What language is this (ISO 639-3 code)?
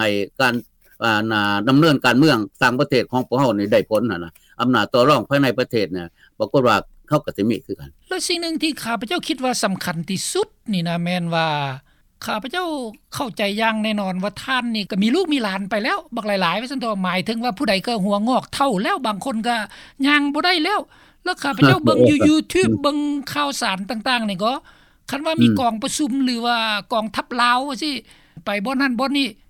lao